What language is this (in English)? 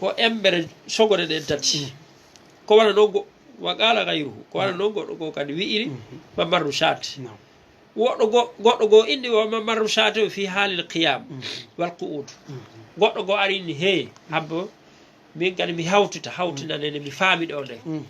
Fula